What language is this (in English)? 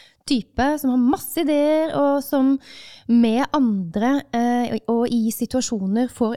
Norwegian